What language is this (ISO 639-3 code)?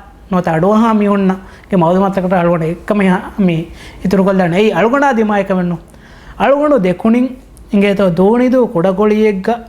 div